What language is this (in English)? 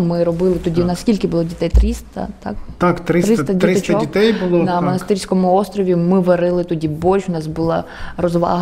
Ukrainian